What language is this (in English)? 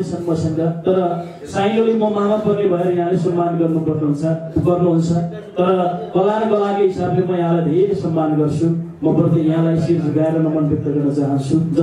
Nepali